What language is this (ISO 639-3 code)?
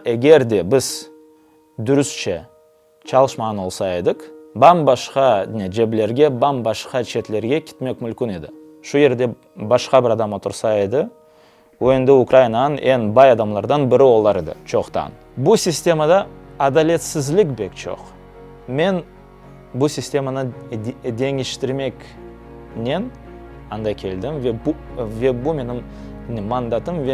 crh